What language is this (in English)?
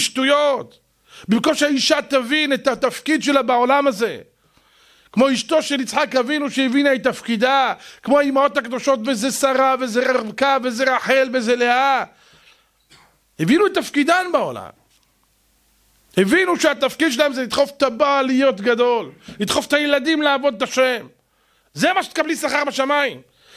Hebrew